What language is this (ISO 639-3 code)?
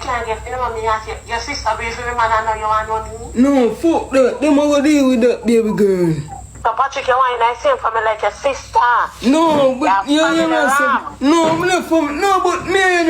jam